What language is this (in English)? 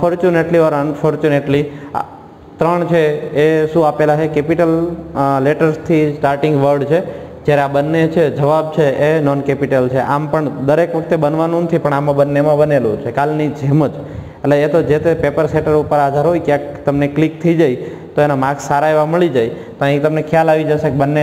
Gujarati